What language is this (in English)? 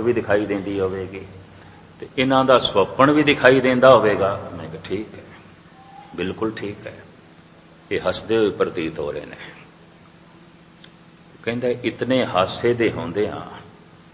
Punjabi